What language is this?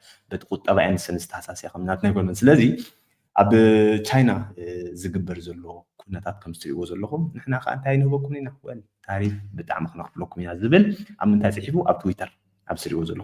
Tigrinya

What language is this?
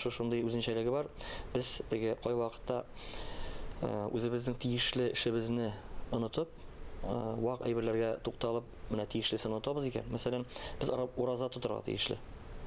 Tatar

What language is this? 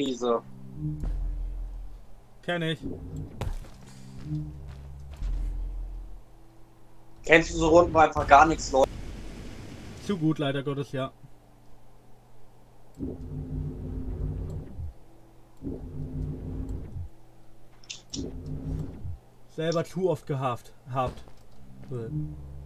German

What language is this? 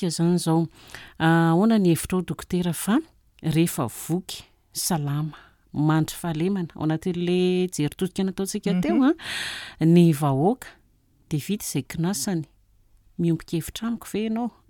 Malagasy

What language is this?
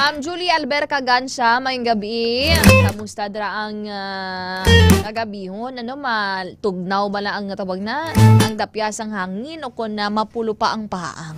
Hiligaynon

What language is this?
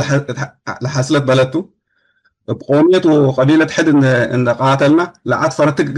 Tigre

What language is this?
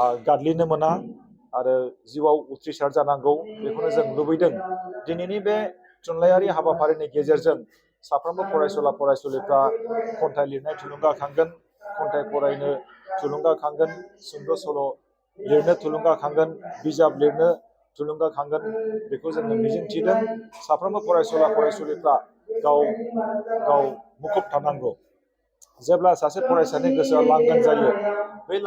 Bodo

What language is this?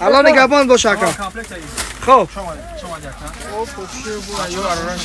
Tajik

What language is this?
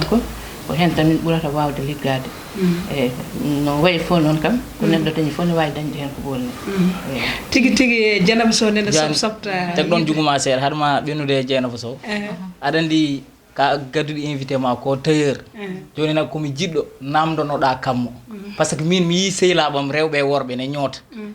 Fula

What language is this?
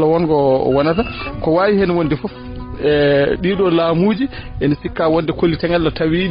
Fula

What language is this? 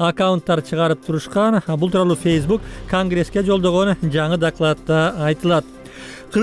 Kyrgyz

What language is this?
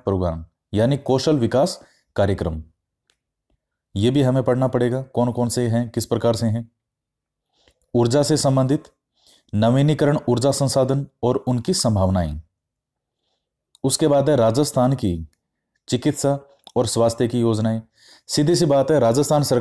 Hindi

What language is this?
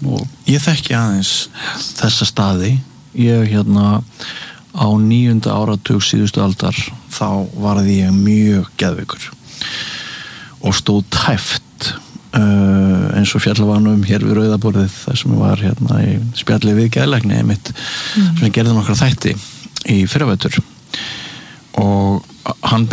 Icelandic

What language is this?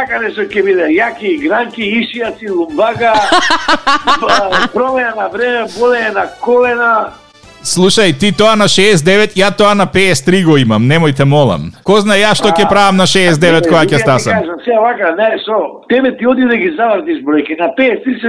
Macedonian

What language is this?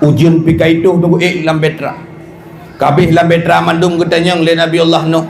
Achinese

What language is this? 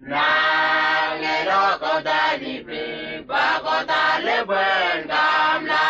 Whitesands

